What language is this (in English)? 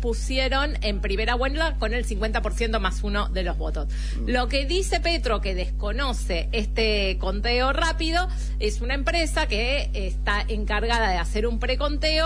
Spanish